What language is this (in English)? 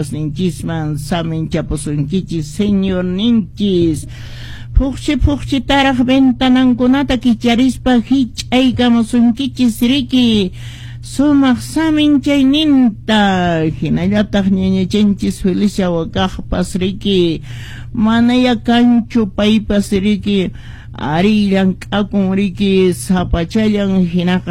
Quechua